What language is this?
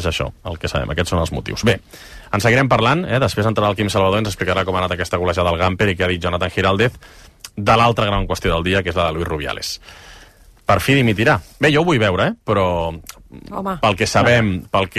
Catalan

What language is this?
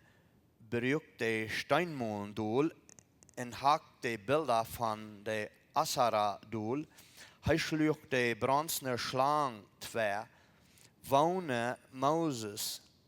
Plautdietsch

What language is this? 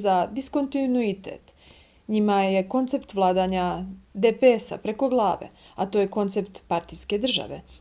Bosnian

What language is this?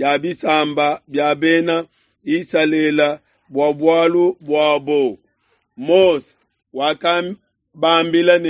Luba-Lulua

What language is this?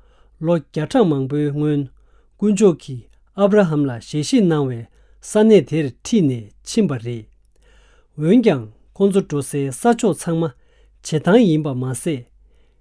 Tibetan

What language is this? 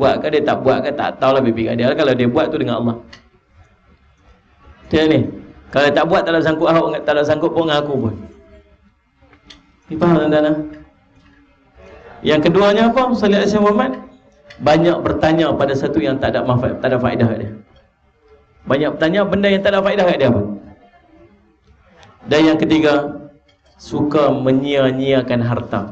Malay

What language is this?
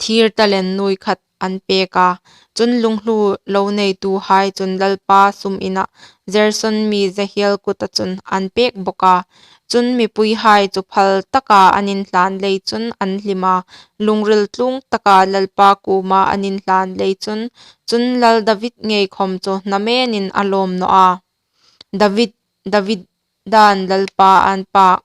Hmar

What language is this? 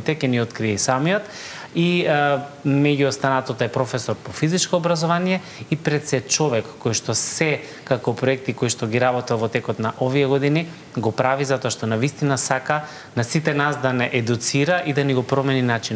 Macedonian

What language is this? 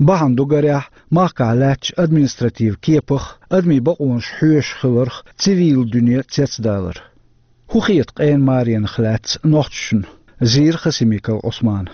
Chechen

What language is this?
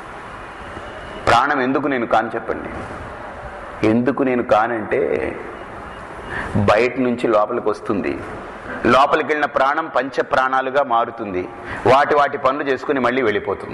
Telugu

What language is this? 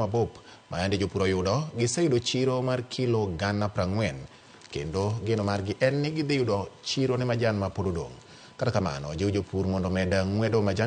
Luo (Kenya and Tanzania)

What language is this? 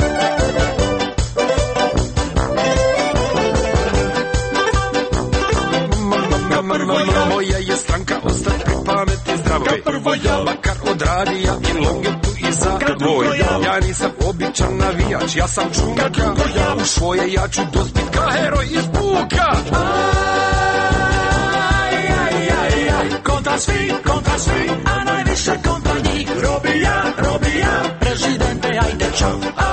Croatian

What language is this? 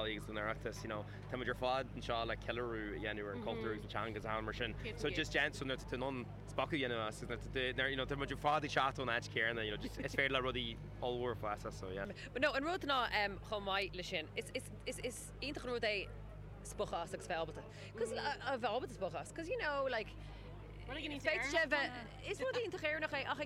Irish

